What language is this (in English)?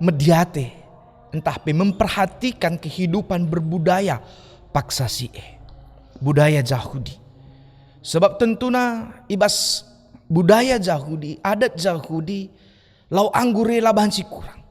Batak Karo